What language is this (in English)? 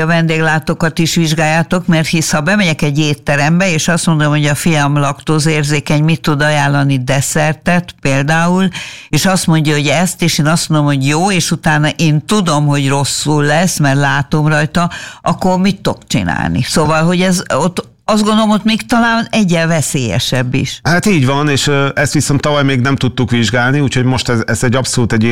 Hungarian